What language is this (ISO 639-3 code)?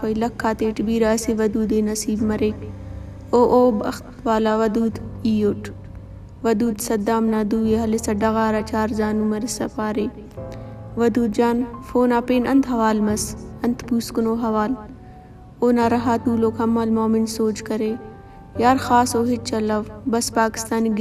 brh